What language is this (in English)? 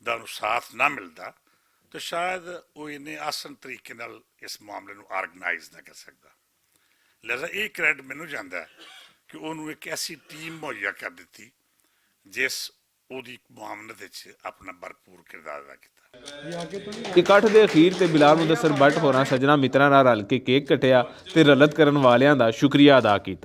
Western Panjabi